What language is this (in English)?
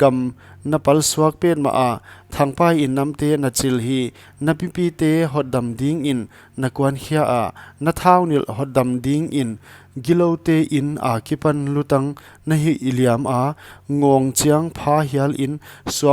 Paite Chin